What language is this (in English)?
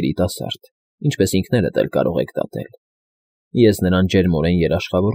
Armenian